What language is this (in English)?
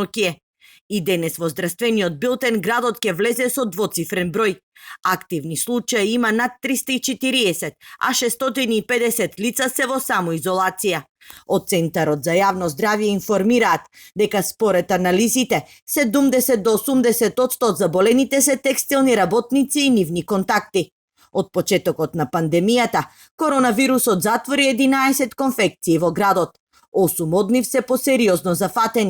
Macedonian